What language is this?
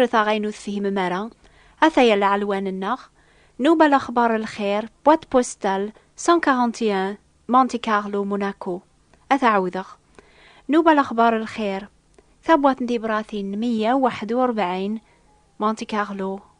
Kabyle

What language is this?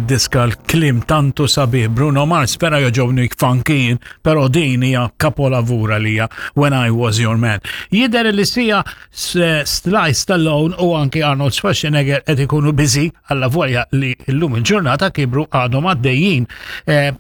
Maltese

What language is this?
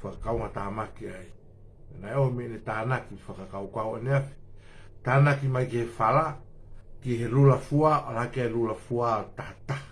Tongan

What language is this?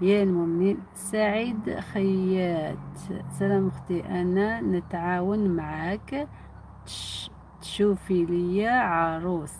Algerian Arabic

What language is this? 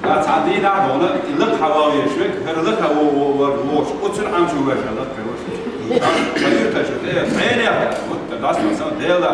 Chechen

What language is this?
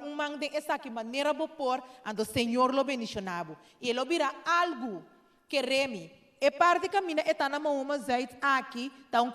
Papiamento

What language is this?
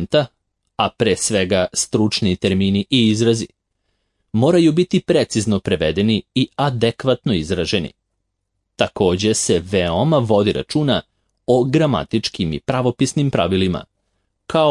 Serbian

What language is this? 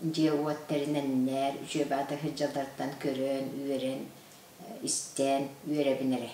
Yakut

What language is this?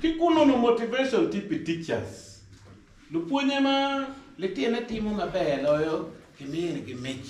Acoli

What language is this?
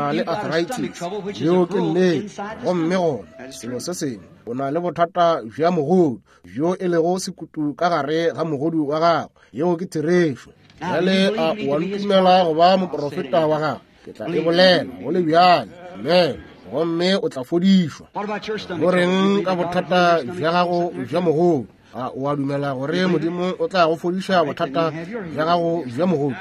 Northern Sotho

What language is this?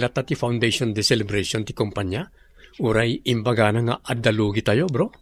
Iloko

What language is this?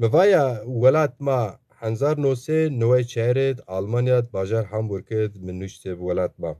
Zaza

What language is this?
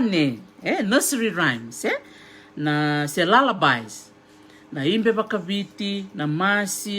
Fijian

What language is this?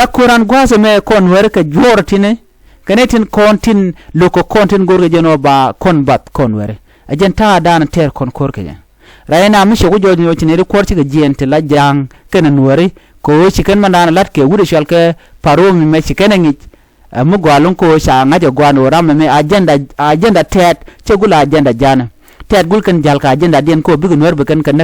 Nuer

